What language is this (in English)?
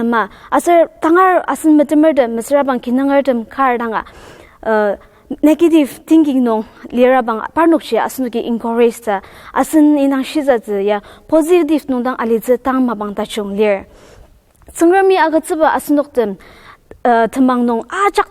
Ao Naga